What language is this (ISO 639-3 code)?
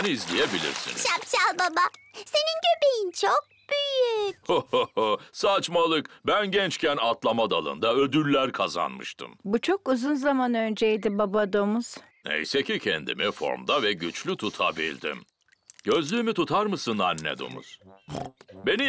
tur